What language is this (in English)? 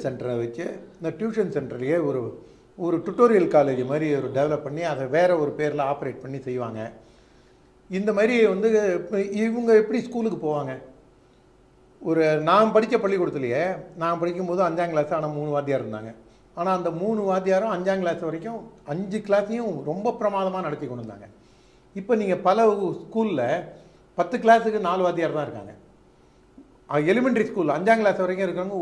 Tamil